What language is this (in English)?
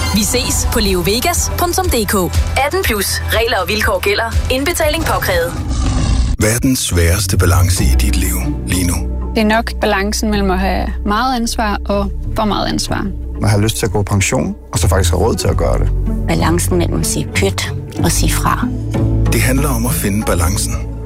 Danish